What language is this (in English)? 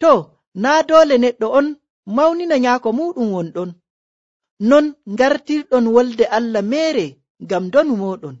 Nigerian Fulfulde